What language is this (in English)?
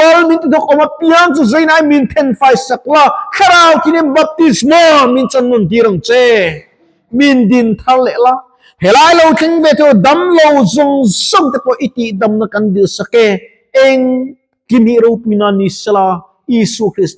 Mizo